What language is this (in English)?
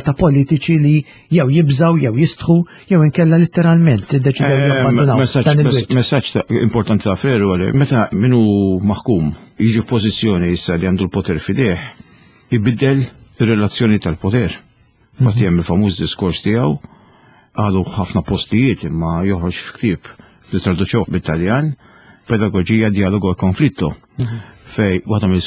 Maltese